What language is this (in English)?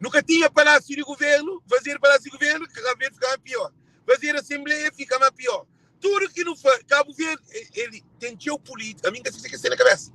Kabuverdianu